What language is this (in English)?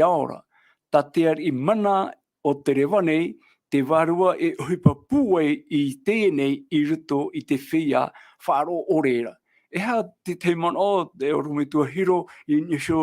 Tahitian